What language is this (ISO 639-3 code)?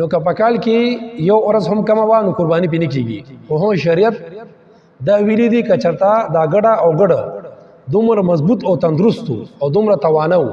pus